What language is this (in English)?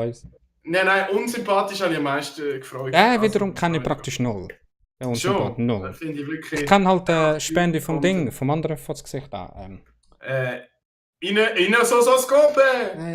Swiss German